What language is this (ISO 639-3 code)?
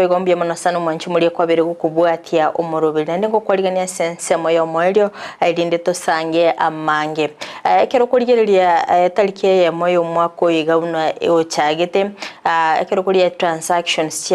guz